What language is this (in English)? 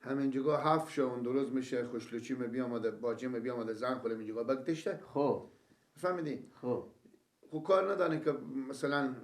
Persian